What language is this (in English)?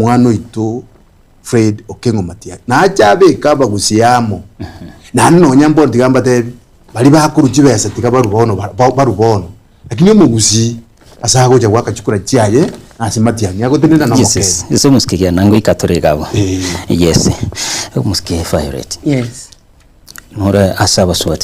Gusii